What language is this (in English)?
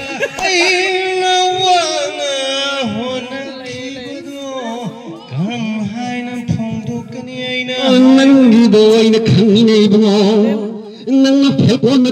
Manipuri